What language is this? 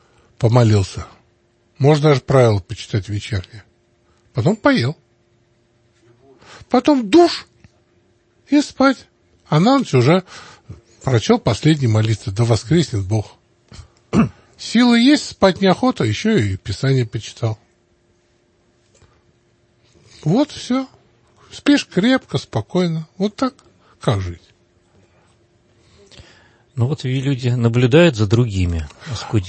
Russian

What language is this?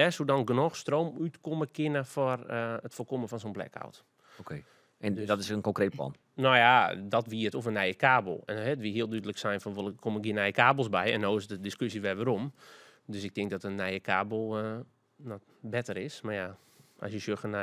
Western Frisian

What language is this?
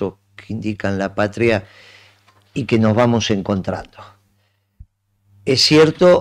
Spanish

